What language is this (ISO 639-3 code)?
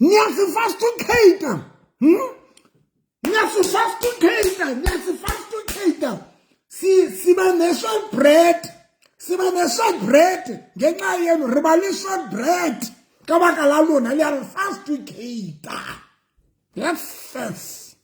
sot